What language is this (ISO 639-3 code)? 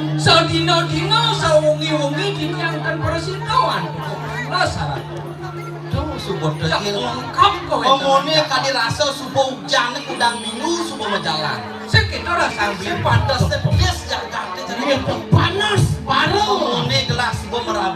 ban